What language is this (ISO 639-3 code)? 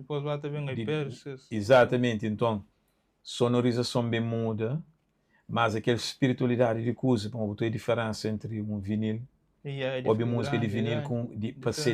kea